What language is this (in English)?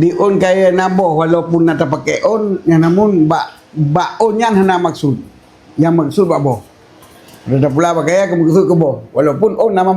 Achinese